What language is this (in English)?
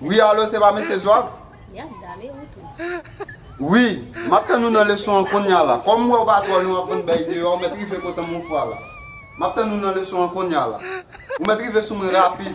Haitian Creole